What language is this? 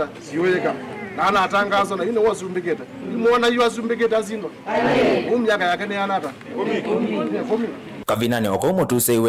Kamba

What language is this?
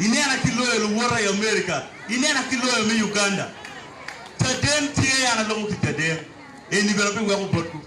Acoli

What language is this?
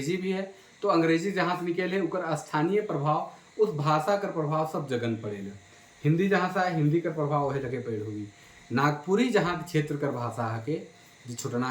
Sadri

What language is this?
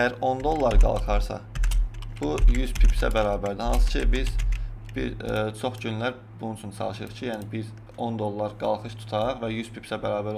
Azerbaijani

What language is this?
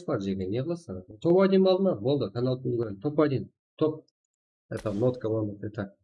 Kara-Kalpak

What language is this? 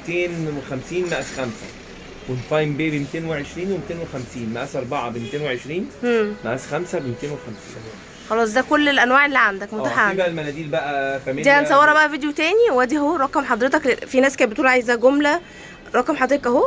Egyptian Arabic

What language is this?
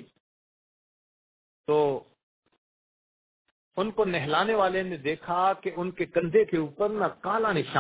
Urdu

